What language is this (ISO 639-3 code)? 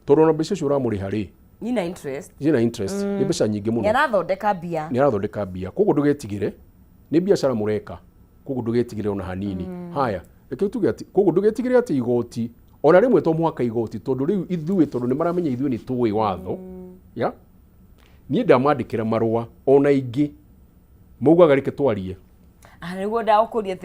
kik